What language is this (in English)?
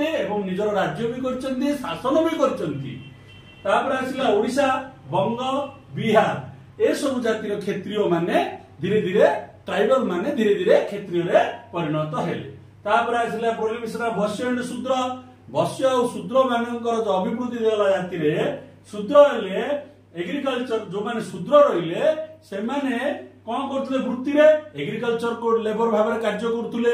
Odia